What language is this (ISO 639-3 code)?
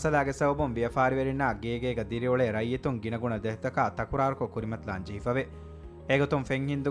div